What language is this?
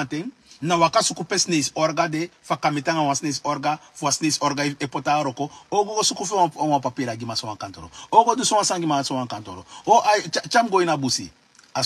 Sranan Tongo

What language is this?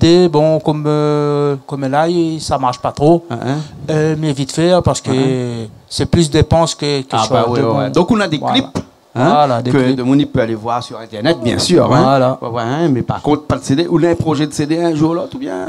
Réunion Creole French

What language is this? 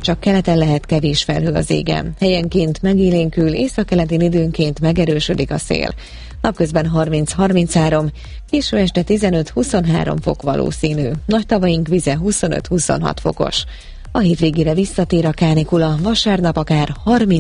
Hungarian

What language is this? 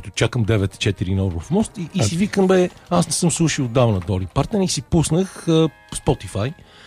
Bulgarian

